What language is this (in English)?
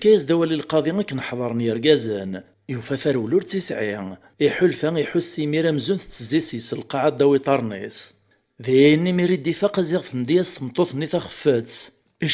Kabyle